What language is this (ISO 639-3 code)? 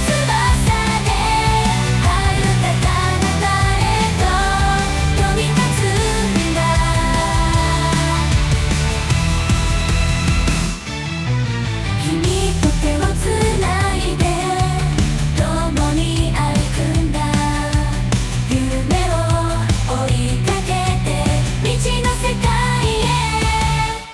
jpn